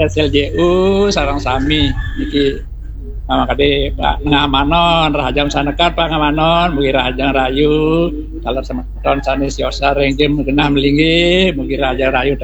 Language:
Balinese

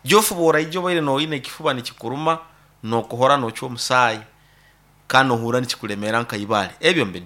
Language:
Nyoro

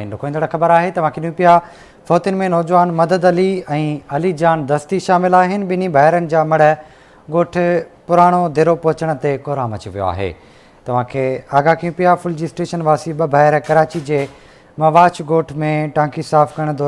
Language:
Sindhi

